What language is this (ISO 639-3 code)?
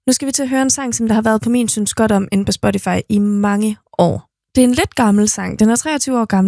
dan